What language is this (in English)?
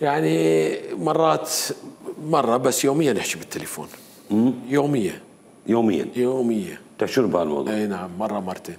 Mesopotamian Arabic